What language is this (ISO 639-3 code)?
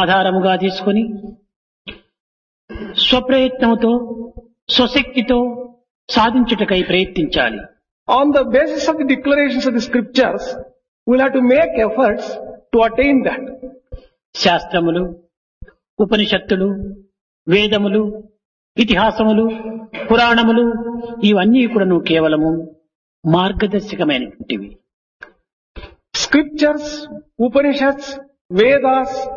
tel